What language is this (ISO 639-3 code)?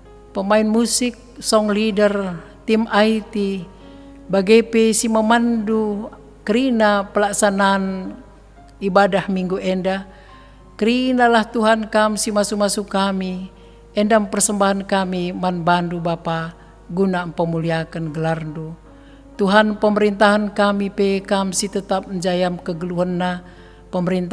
btx